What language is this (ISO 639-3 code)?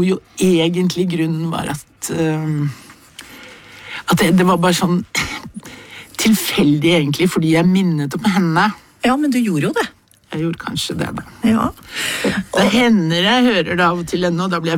nor